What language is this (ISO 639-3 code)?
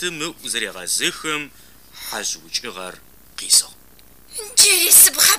ady